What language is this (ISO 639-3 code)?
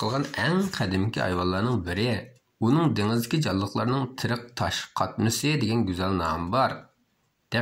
uig